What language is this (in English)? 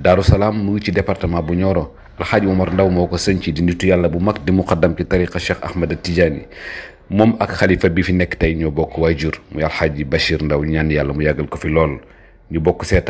Wolof